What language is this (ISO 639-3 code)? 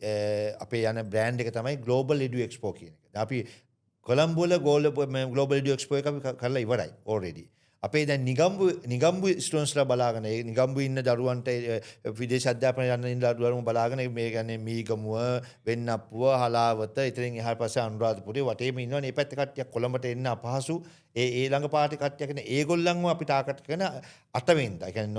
sin